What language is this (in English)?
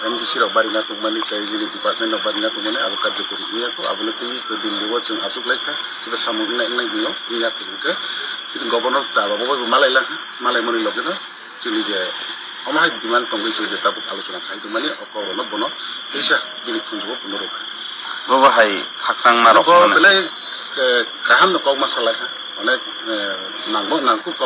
Kok Borok